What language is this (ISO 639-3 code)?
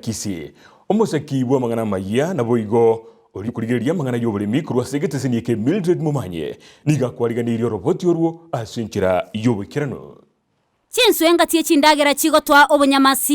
guz